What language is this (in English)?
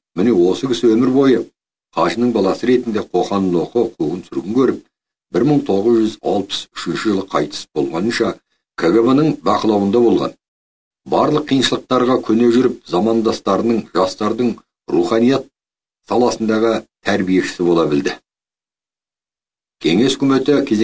Kazakh